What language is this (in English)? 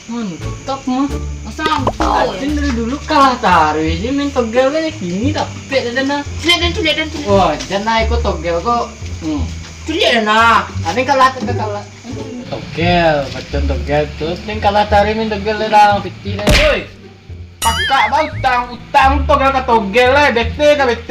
Minangkabau